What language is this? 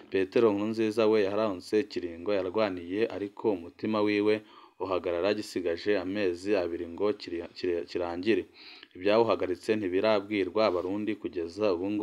Rundi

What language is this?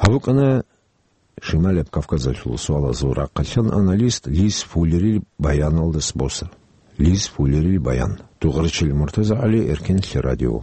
Avaric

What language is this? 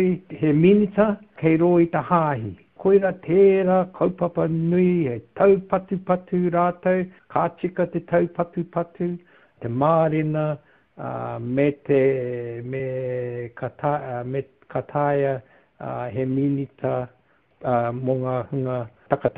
Māori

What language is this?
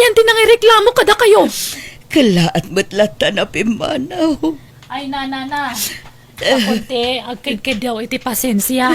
Iloko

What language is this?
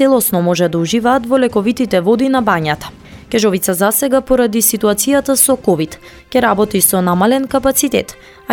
Macedonian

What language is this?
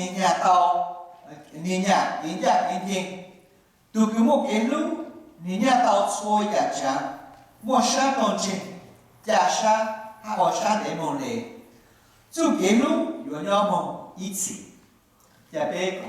Hmong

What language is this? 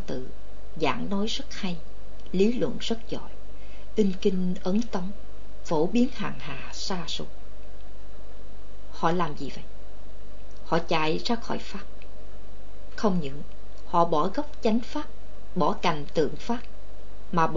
Vietnamese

